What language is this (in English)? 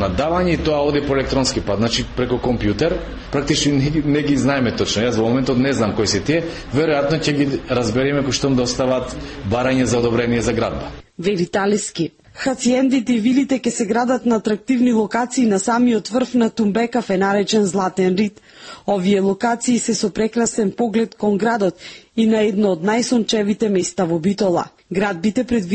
Macedonian